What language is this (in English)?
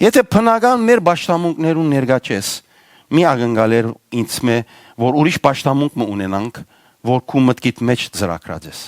Western Armenian